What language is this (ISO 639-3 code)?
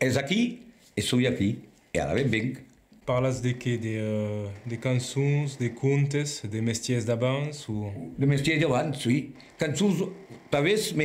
oci